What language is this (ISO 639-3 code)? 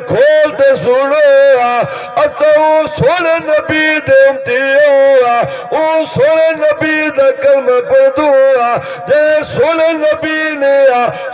skr